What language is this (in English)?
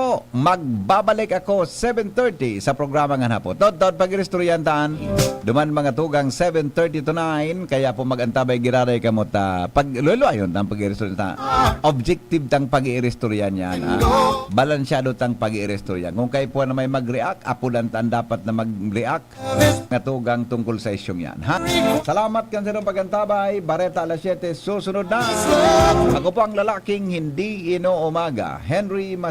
Bikol